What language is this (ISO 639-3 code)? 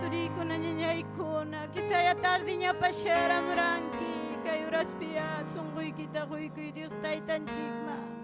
quy